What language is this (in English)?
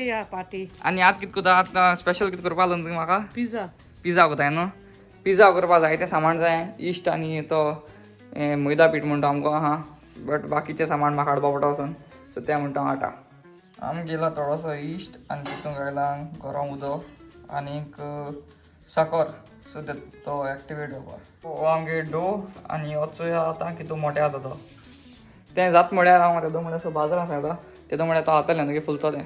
Konkani